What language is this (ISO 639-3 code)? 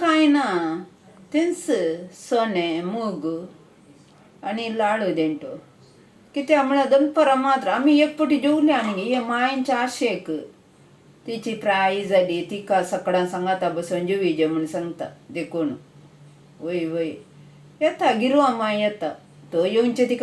kok